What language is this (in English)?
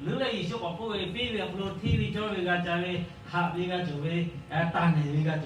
Lahu